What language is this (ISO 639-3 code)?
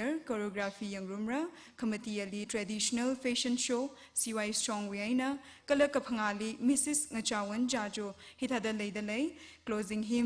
nmf